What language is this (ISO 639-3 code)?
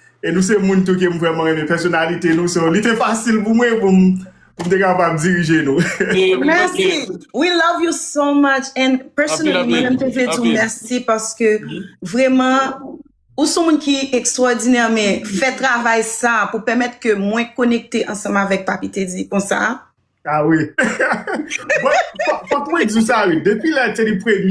hat